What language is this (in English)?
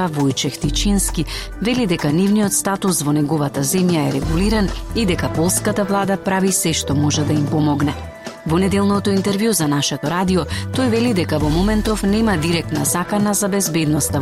Macedonian